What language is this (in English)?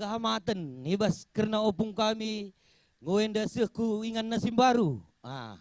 Batak Karo